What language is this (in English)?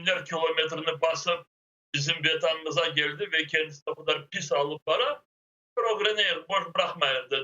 Crimean Tatar